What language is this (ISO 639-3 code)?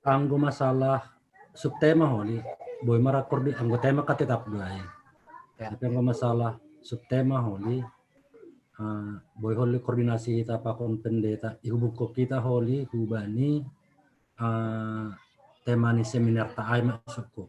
bts